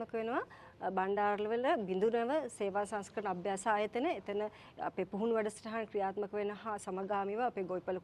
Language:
Sinhala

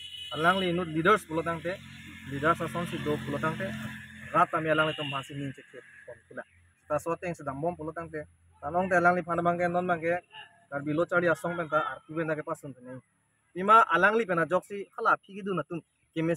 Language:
Karbi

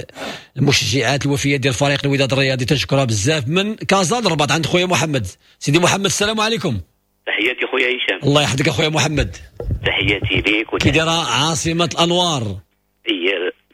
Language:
Moroccan Arabic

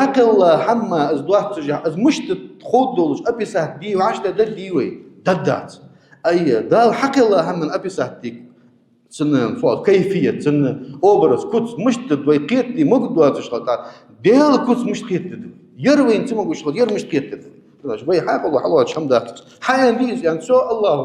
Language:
Ingush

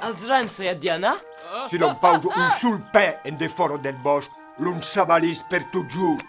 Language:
Occitan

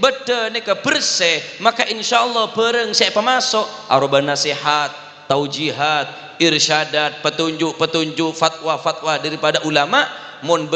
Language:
Madurese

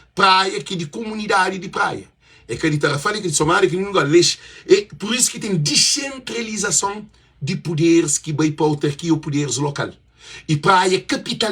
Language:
Kabuverdianu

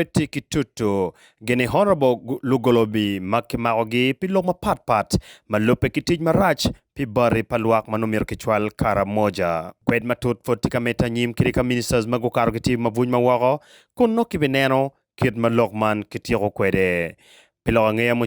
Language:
Acoli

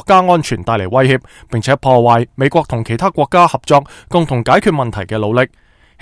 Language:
Cantonese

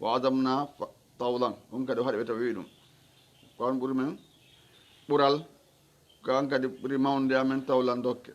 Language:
Fula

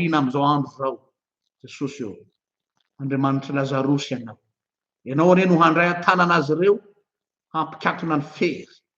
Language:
Malagasy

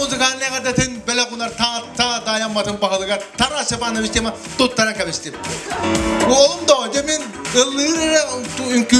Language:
Yakut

